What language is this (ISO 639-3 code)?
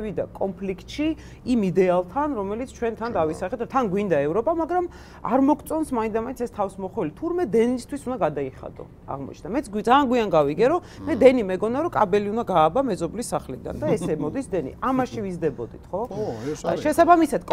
kat